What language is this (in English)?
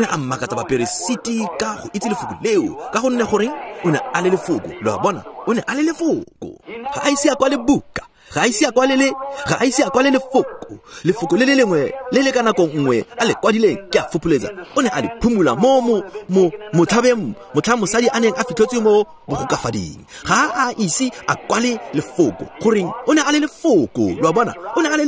Tswana